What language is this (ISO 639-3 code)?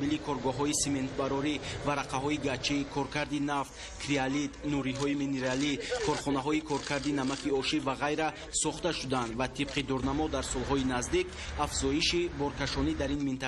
tgk